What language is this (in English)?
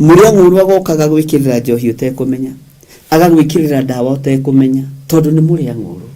Kikuyu